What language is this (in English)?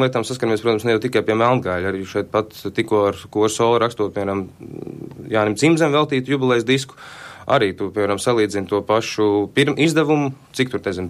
Latvian